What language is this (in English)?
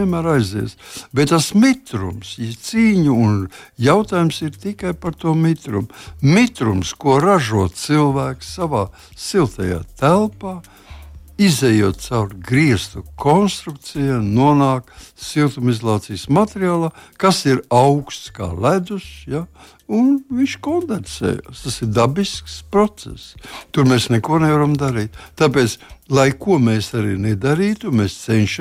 Latvian